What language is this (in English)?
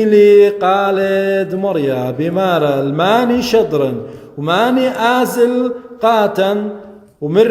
Assyrian Neo-Aramaic